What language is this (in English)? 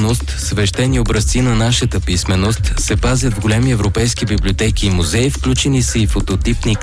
Bulgarian